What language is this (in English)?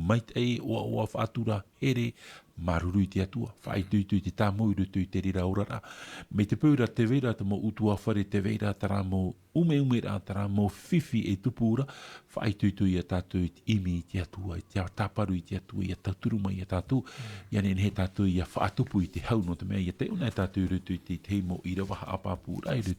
Tahitian